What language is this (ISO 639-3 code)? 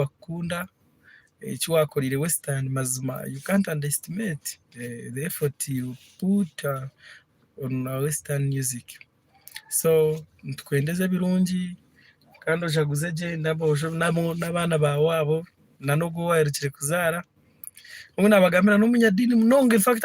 nyn